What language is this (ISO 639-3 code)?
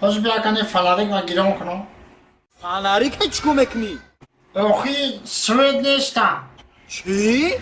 tgk